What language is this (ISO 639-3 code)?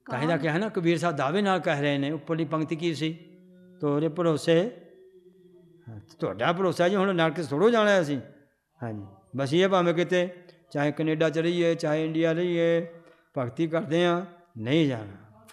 pan